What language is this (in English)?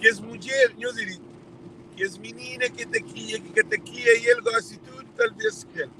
Kabuverdianu